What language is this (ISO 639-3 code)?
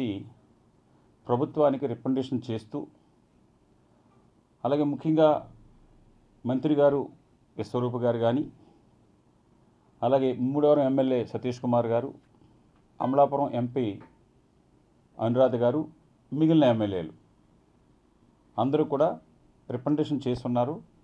tel